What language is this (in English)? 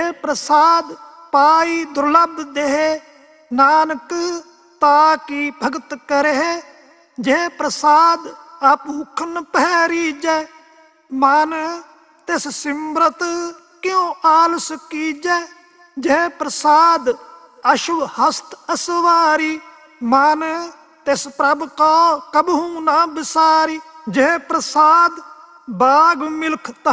Punjabi